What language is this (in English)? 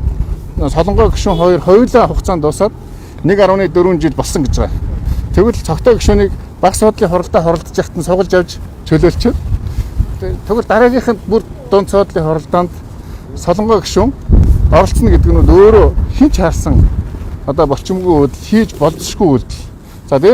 Mongolian